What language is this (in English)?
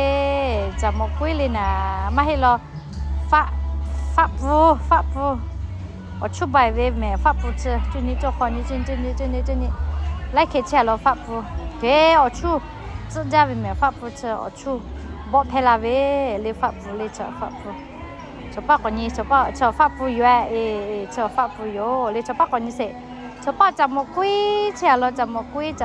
Lahu